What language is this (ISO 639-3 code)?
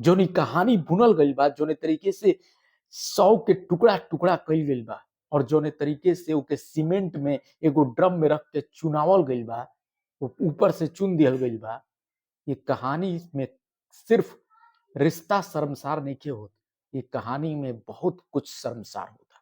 bho